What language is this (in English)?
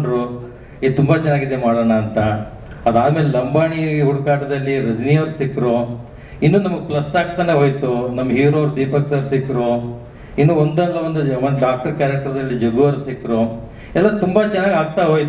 Kannada